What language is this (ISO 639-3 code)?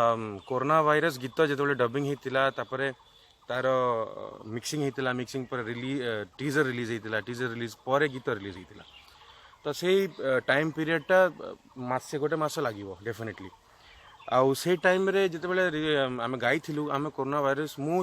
ori